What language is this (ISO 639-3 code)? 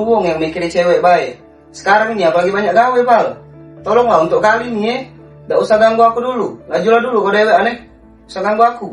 mui